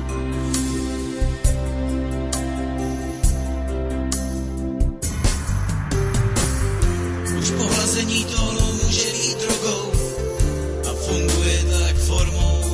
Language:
Czech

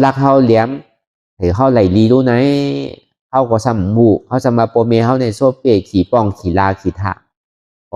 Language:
Shan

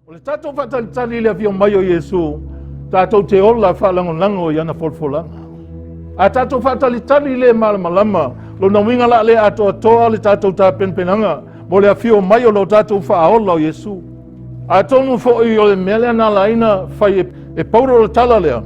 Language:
Samoan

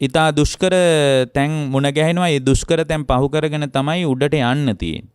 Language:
Sinhala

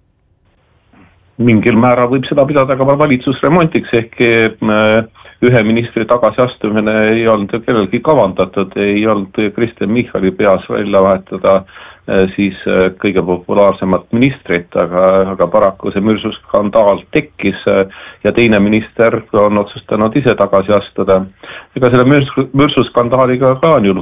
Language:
Estonian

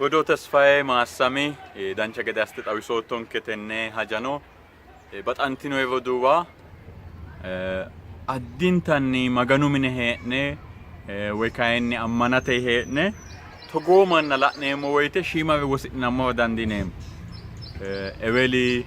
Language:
Sidamo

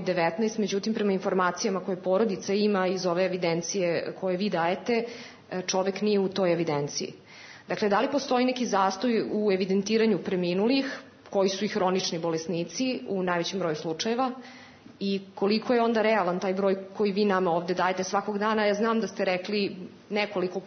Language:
Serbian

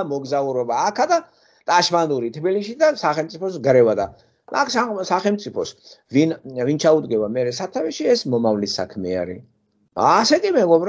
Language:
Georgian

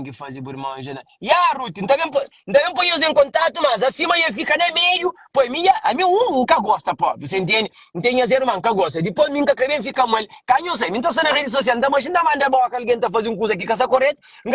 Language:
Kabuverdianu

